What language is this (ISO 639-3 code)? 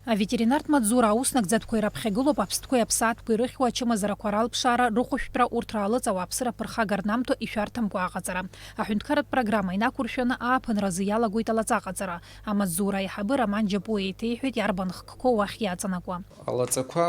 abk